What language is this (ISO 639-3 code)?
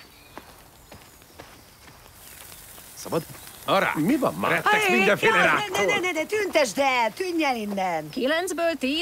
hun